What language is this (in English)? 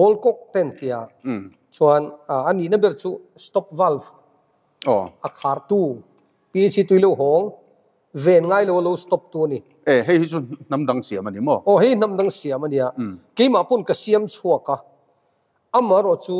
Mizo